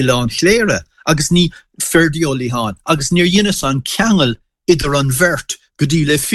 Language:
Irish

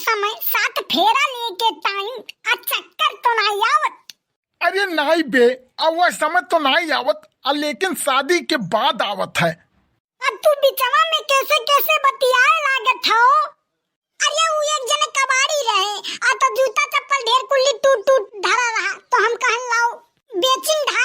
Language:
Awadhi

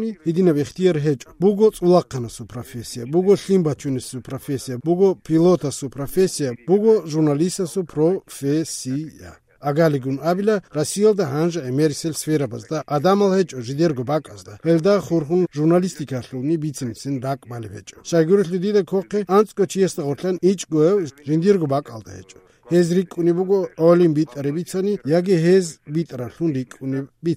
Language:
Avaric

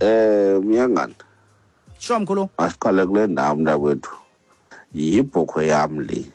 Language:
Xhosa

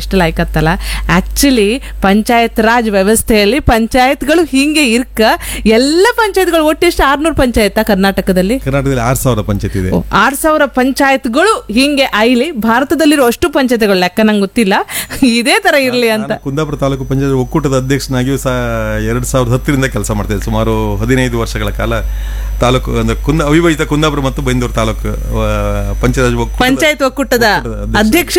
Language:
Kannada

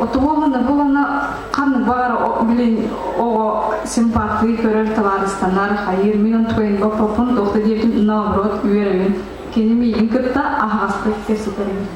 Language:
Yakut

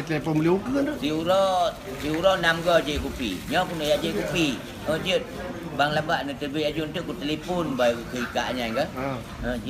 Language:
Achinese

